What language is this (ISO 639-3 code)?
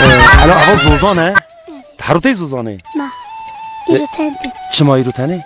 kur